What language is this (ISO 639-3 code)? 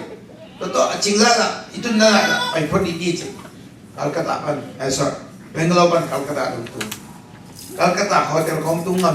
ctd